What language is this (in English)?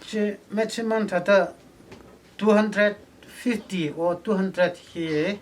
Tangkhul Naga (India)